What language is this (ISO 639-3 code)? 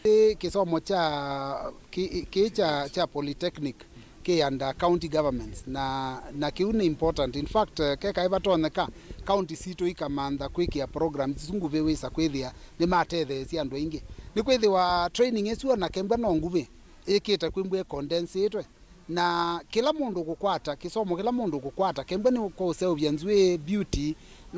kam